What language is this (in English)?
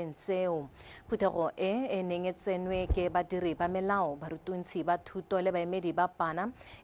Tswana